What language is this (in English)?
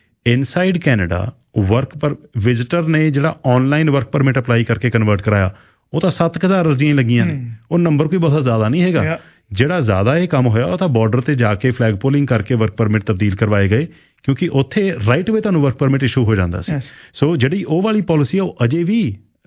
Punjabi